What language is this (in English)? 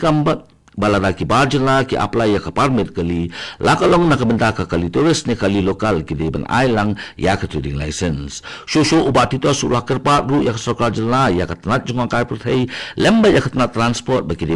Khasi